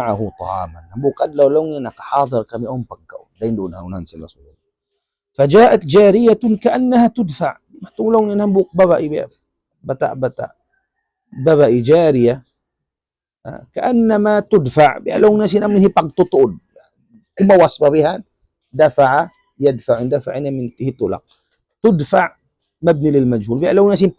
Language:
Tausug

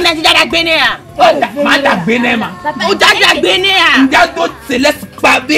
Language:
Ewe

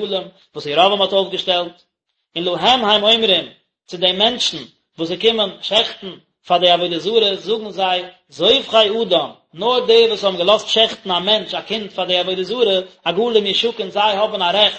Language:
Yiddish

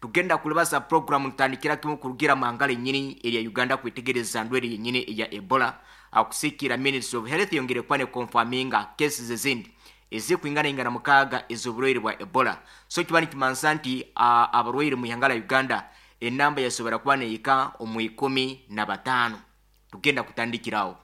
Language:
Nyoro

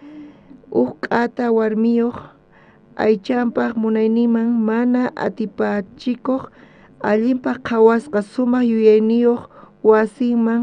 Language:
South Bolivian Quechua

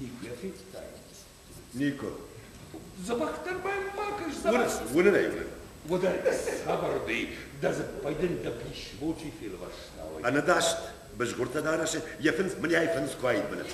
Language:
Ossetic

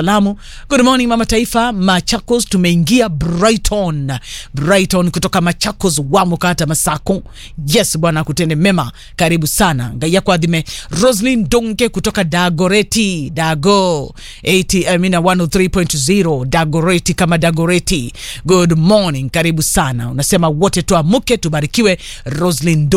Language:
Swahili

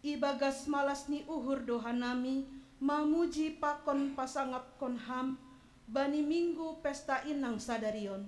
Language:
Batak Simalungun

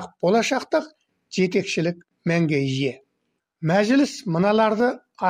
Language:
Kazakh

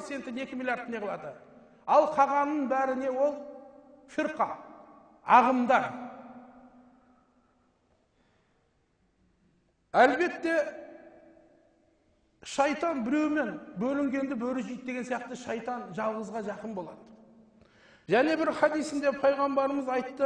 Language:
Kazakh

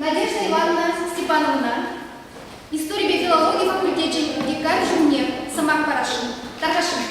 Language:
Chuvash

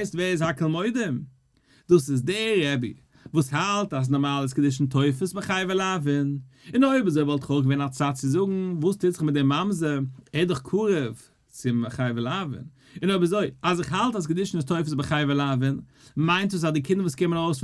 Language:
Yiddish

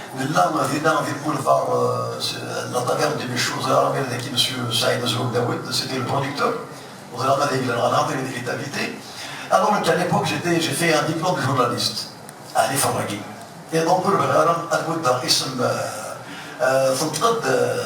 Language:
Kabyle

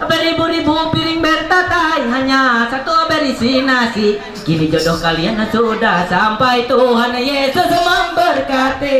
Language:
Ma'anyan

